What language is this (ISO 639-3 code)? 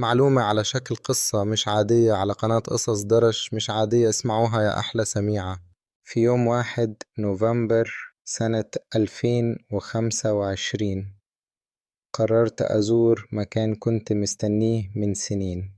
arz